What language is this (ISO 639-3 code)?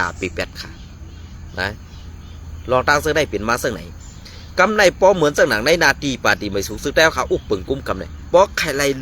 shn